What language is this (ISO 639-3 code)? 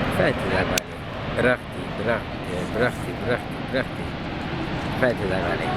tir